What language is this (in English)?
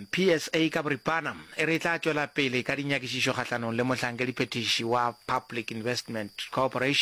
Northern Sotho